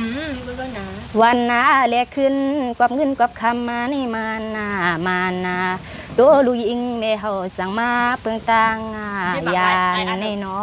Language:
Shan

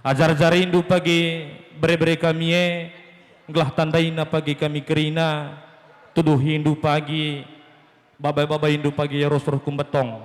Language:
Batak Karo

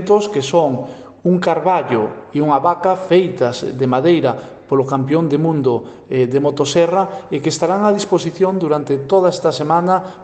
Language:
Galician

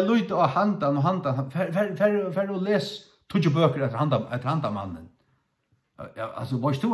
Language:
Faroese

